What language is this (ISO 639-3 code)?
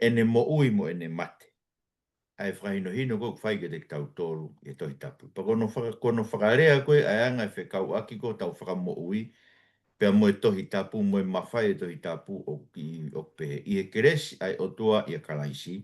ton